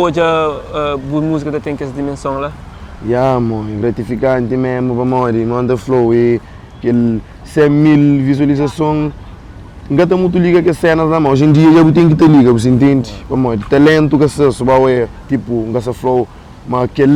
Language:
Kabuverdianu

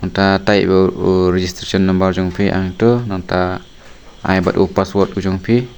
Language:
Khasi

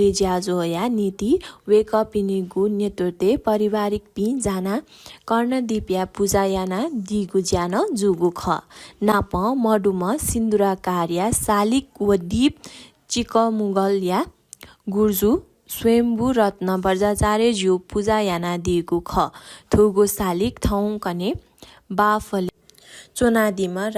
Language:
Newari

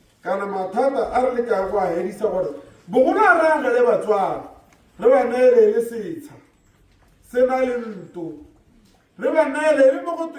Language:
Tswana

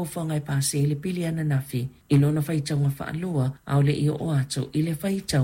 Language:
Samoan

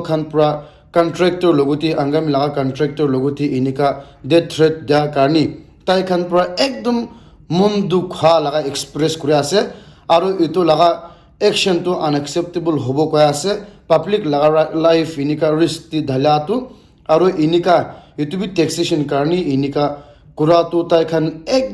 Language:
Naga Pidgin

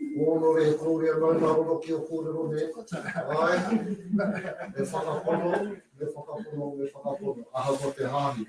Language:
Māori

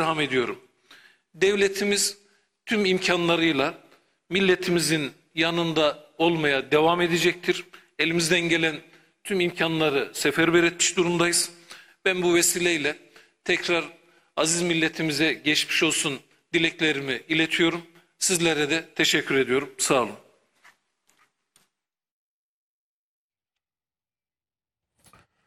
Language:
Turkish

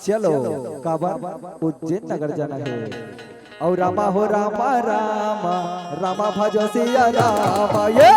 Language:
Chhattisgarhi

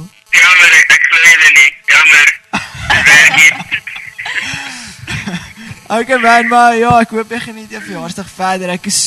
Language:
Afrikaans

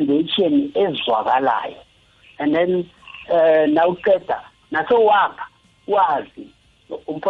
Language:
South Ndebele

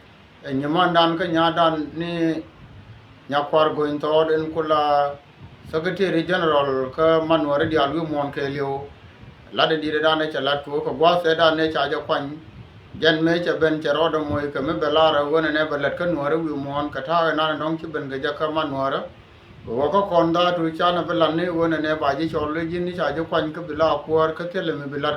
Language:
Nuer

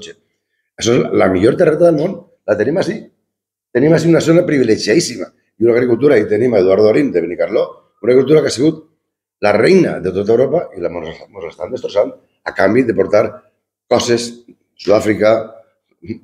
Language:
Catalan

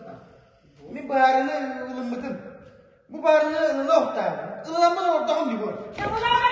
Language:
Yakut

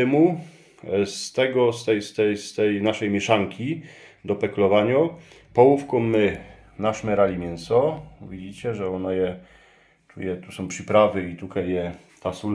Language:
Silesian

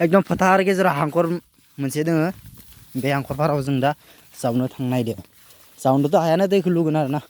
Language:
Bodo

